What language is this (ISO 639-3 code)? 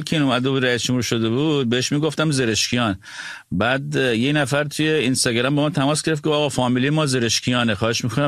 fas